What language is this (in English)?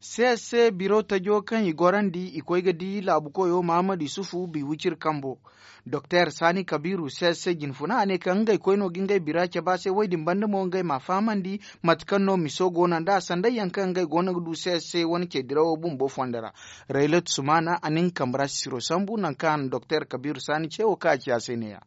Zarma